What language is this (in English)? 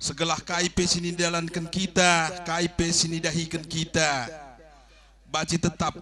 Batak Karo